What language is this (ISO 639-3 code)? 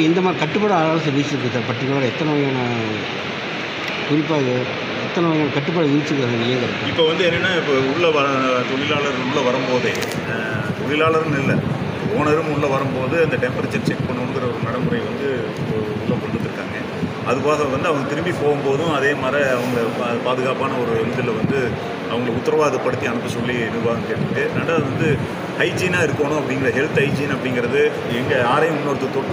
tam